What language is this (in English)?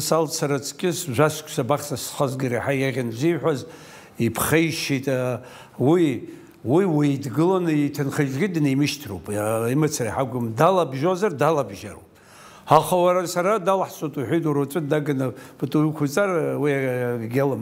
Abkhazian